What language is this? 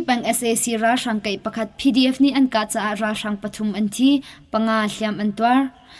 Hakha Chin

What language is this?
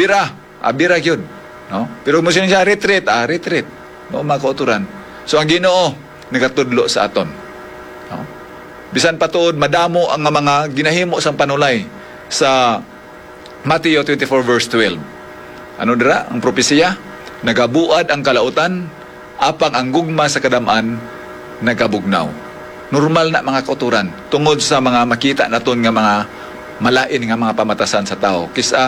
Hiligaynon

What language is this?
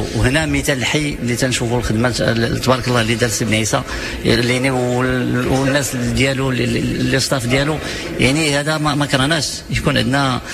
Moroccan Arabic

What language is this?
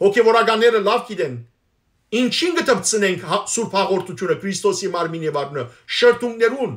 Western Armenian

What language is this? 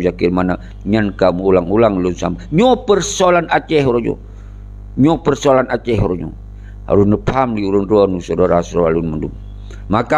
Achinese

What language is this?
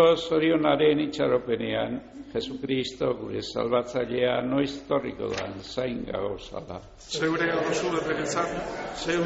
Basque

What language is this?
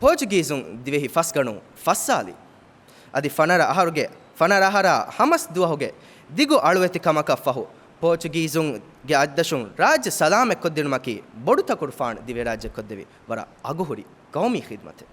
Divehi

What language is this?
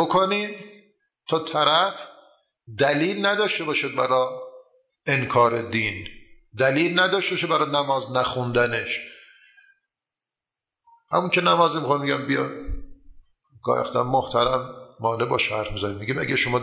Persian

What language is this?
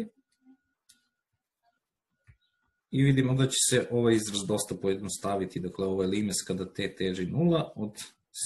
Serbian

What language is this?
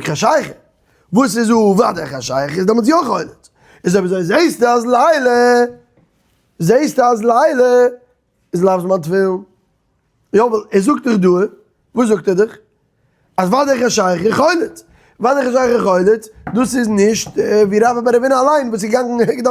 Yiddish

